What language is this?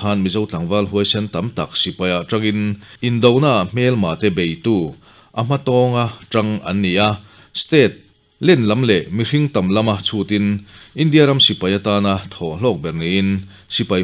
Mizo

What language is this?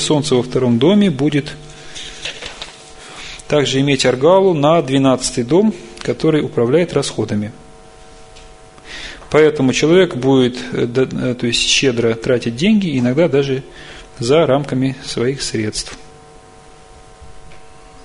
Russian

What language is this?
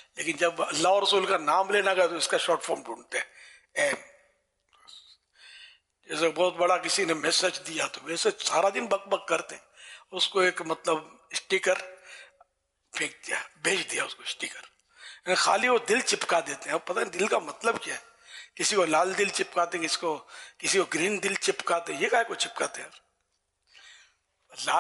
Urdu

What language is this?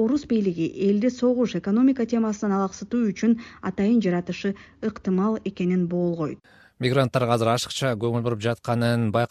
Kyrgyz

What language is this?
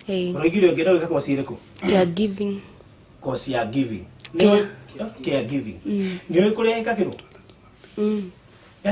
Kikuyu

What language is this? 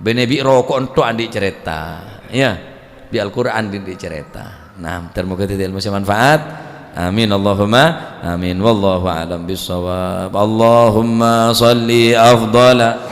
Madurese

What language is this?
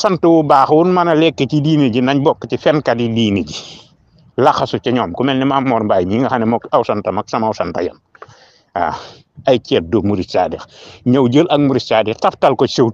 Wolof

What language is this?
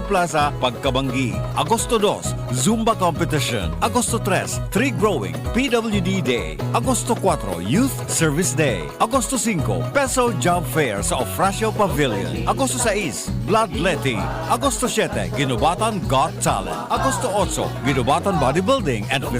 Bikol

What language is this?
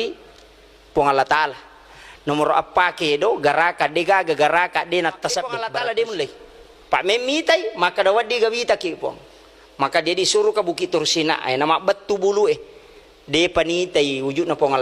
Buginese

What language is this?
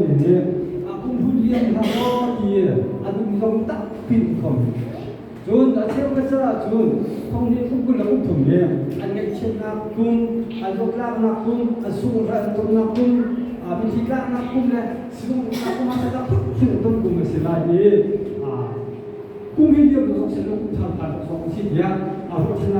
Hakha Chin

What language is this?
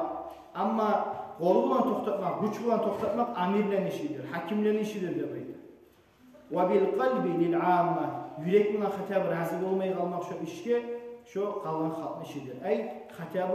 Kumyk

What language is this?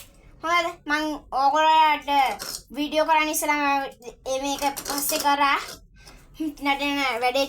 Sinhala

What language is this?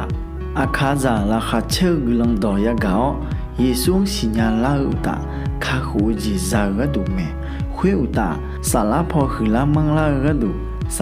Akha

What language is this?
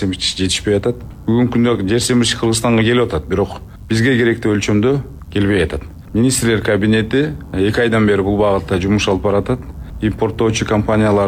Kyrgyz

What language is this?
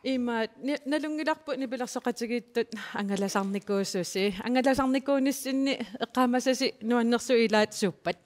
Kalaallisut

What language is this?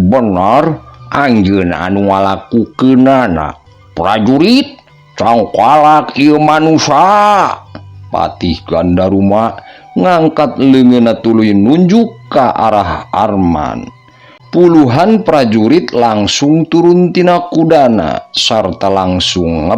Sundanese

